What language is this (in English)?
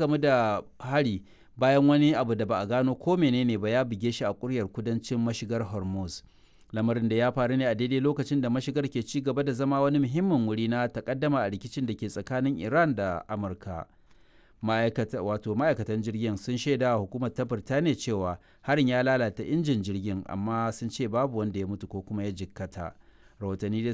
Hausa